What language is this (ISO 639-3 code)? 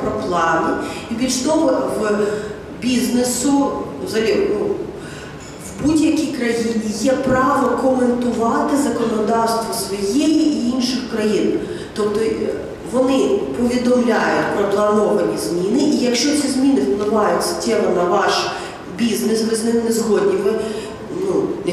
ukr